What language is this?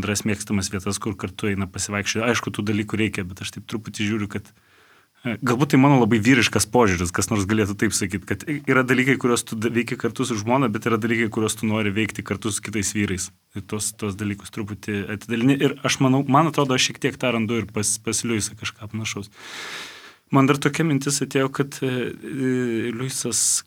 Lithuanian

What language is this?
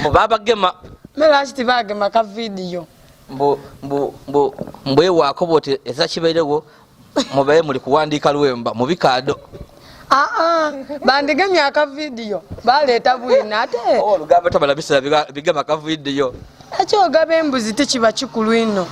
Soga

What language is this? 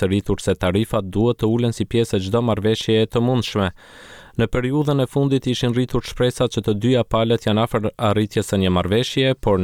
Albanian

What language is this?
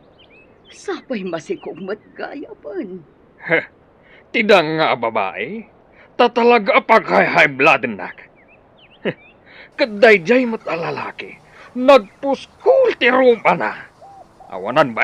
Iloko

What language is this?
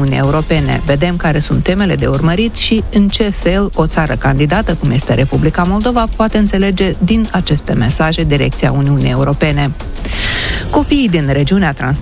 Romanian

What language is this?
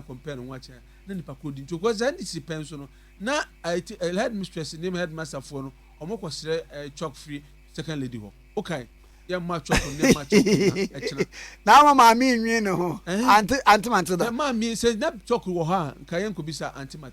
Akan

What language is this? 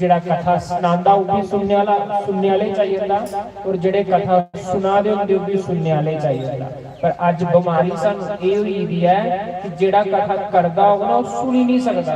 Dogri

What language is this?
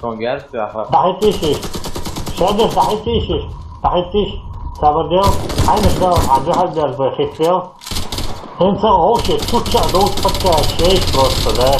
Chechen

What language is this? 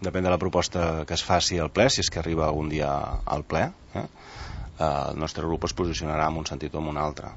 Catalan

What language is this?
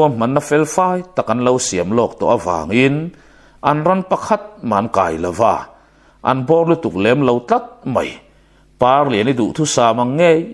Mizo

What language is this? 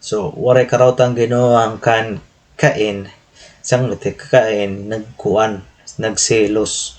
Waray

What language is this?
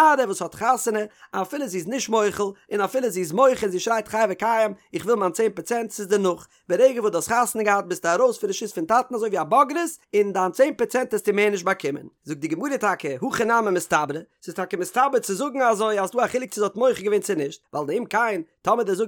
Yiddish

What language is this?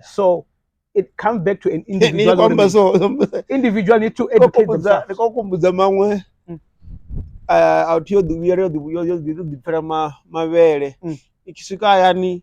Venda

